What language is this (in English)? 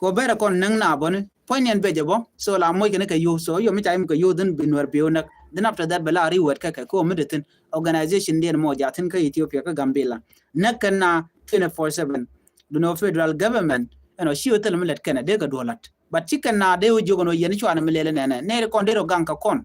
Nuer